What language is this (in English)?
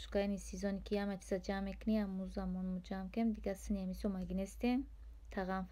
Tajik